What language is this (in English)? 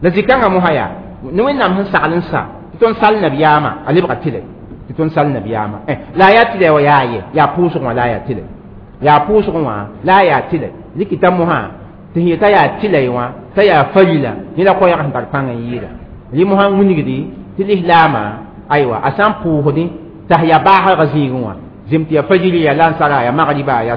Mossi